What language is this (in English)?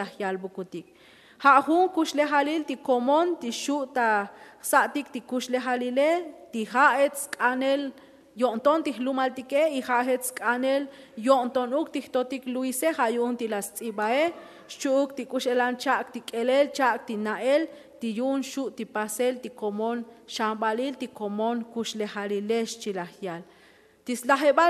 Tzotzil